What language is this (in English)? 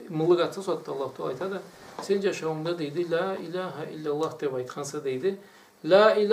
Karachay-Balkar